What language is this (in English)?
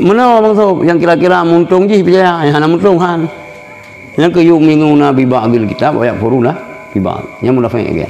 Achinese